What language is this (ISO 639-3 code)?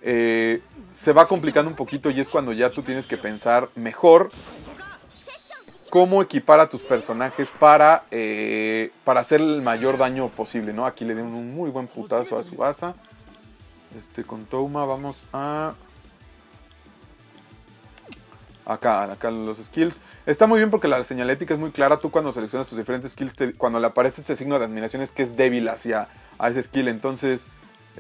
spa